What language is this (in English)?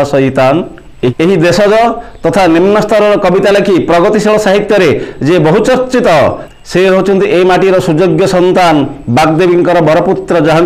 Odia